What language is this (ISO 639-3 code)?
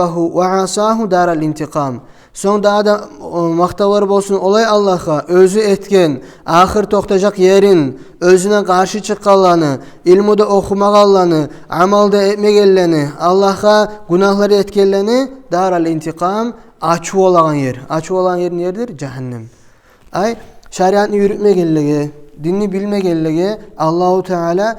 kum